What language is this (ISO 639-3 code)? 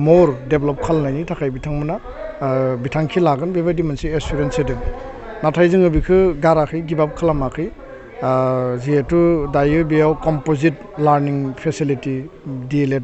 brx